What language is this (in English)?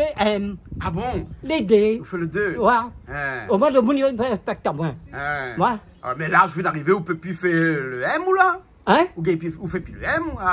Réunion Creole French